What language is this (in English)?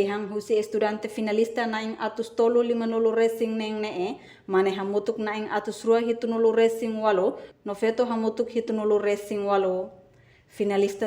Tetum